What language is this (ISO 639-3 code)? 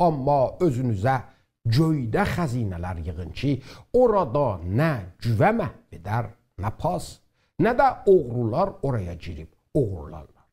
azb